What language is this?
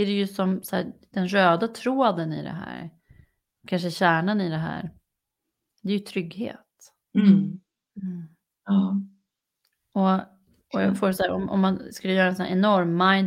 Swedish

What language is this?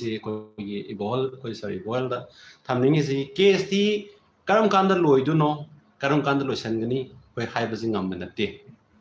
Manipuri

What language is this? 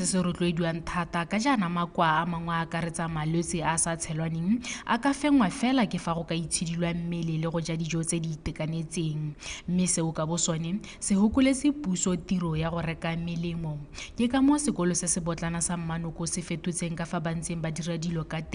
Tswana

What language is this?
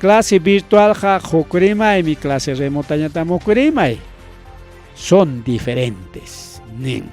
Ayacucho Quechua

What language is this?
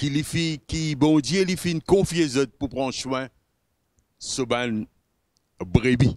Morisyen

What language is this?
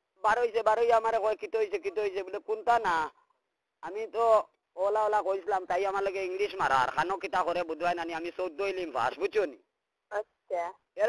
Sylheti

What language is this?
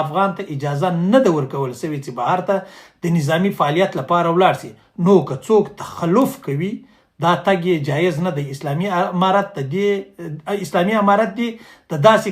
Pashto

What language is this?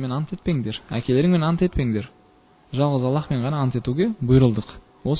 Kazakh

